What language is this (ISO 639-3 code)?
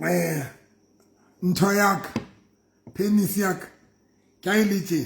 sot